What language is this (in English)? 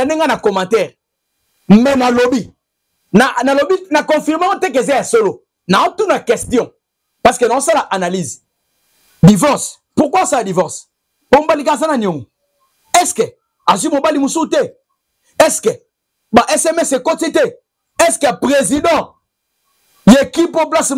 Lingala